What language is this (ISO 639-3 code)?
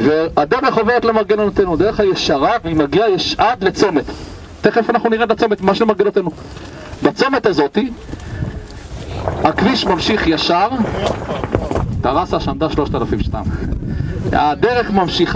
heb